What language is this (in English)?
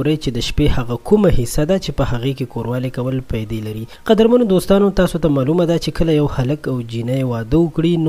Pashto